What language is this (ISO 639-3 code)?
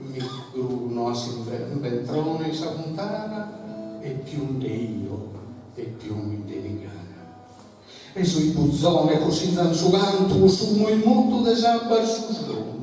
srd